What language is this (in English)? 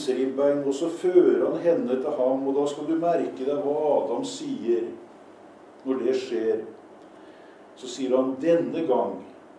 Norwegian